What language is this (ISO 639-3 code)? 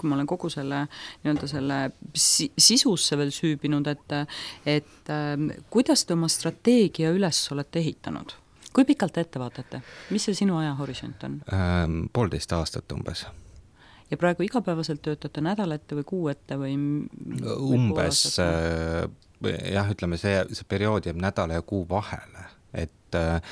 est